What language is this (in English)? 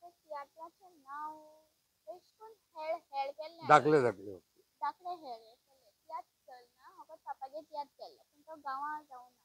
Konkani